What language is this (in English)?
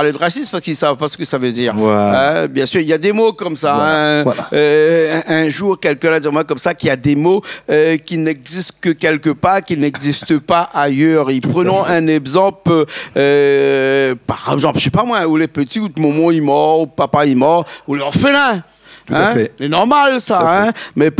Réunion Creole French